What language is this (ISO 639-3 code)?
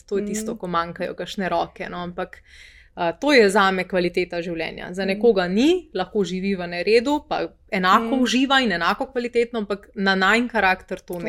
slv